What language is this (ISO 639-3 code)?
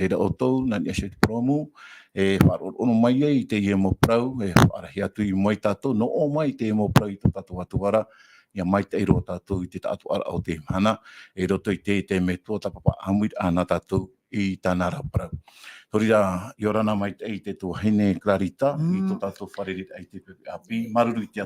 tah